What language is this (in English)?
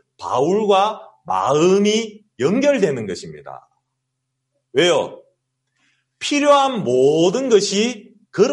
Korean